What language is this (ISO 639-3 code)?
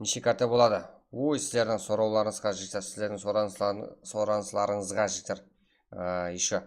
kaa